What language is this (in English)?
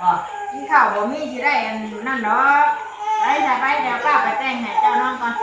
Northeastern Thai